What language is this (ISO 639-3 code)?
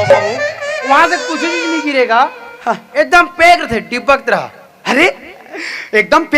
hne